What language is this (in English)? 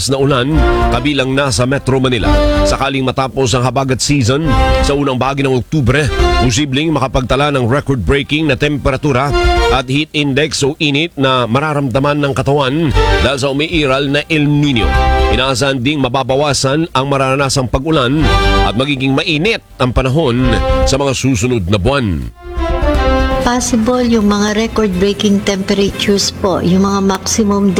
Filipino